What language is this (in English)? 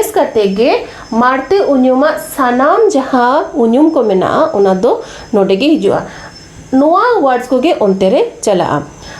Santali